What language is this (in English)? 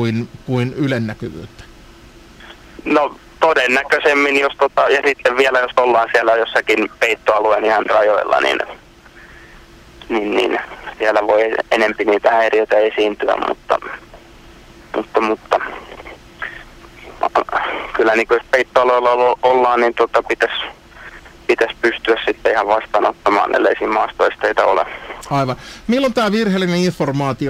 Finnish